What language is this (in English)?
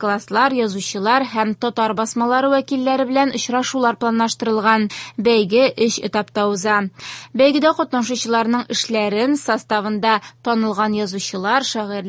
Tatar